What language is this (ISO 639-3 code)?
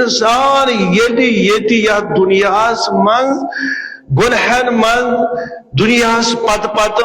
kas